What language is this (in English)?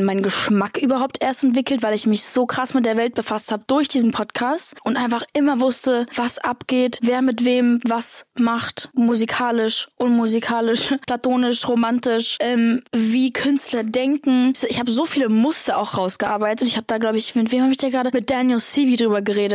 German